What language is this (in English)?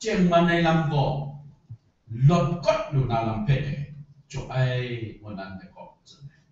Kachin